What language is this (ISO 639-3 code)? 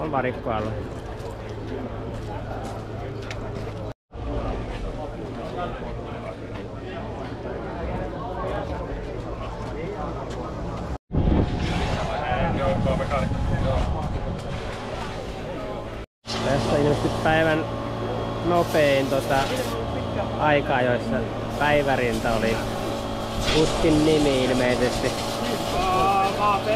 fin